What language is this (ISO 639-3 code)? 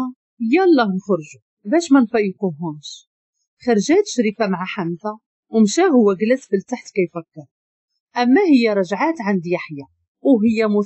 ary